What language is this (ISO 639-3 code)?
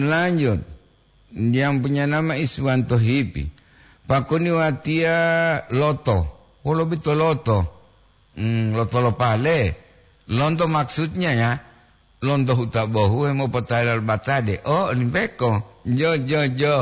gor